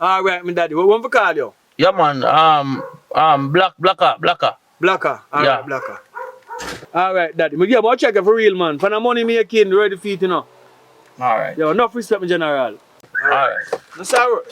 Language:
Jamaican Creole English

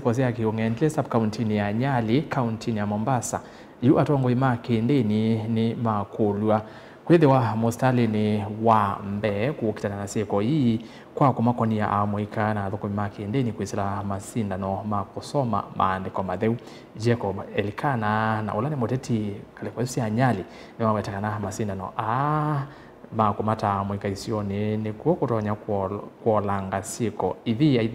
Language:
Kamba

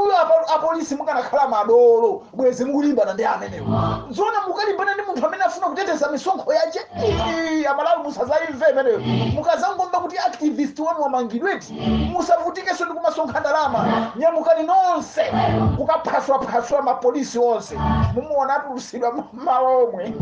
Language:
Nyanja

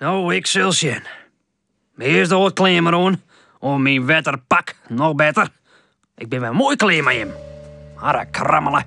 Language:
Western Frisian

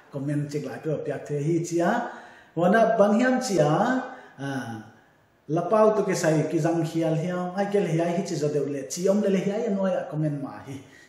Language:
Paite Chin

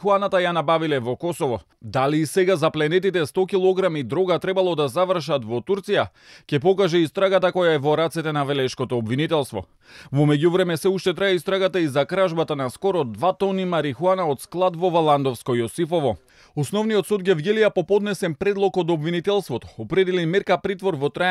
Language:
Macedonian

